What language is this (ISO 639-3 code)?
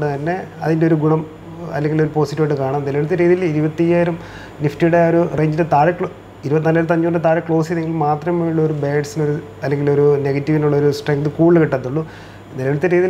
mal